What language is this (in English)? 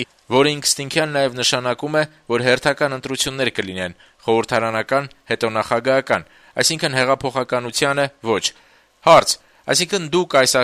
Armenian